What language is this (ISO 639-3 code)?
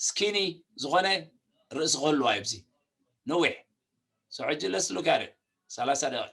tir